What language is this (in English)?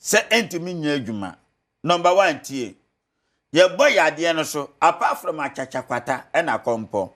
Akan